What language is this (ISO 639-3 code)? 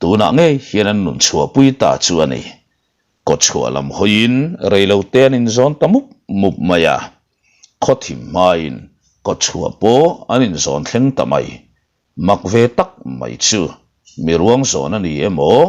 lus